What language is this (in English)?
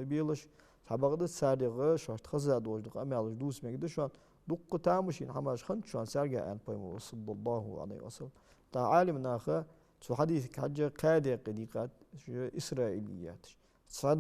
Ingush